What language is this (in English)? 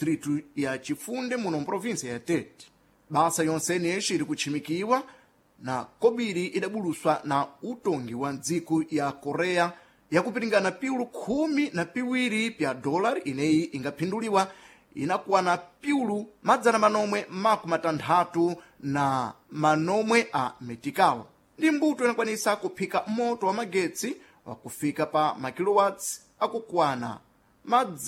Sena